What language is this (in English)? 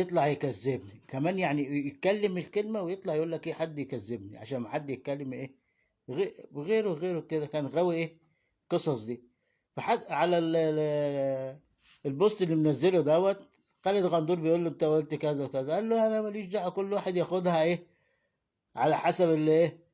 Egyptian Arabic